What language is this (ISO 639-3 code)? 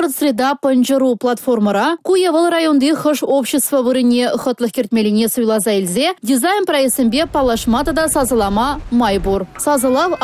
chv